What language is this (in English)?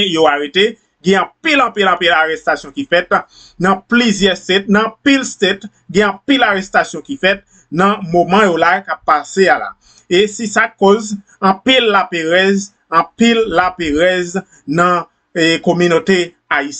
Haitian Creole